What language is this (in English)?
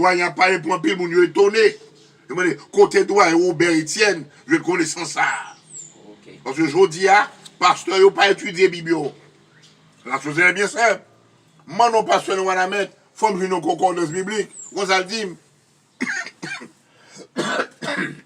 Haitian Creole